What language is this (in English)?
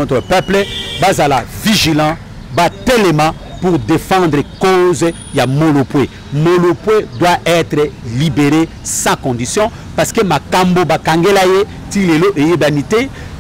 Lingala